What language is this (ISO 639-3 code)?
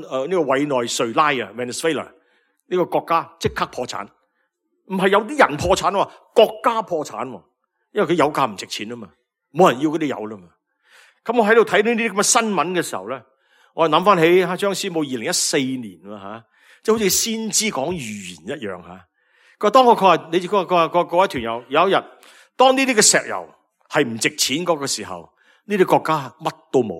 yue